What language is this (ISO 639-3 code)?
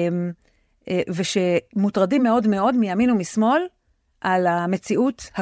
heb